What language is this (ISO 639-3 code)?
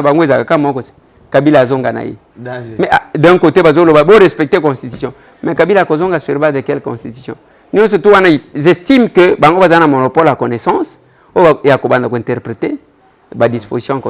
lin